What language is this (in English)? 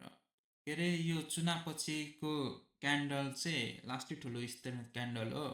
Nepali